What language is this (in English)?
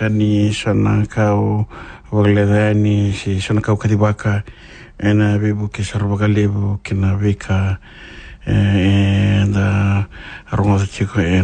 Fijian